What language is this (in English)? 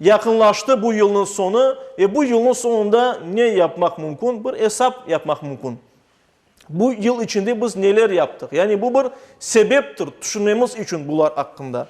Crimean Tatar